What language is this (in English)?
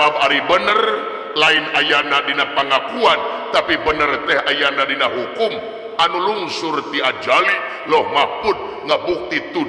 Sundanese